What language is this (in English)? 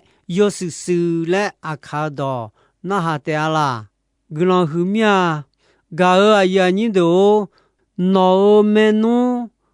Akha